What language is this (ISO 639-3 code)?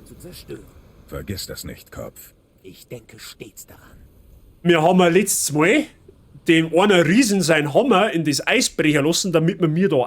bar